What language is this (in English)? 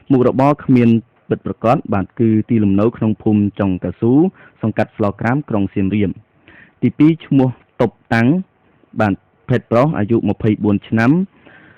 Khmer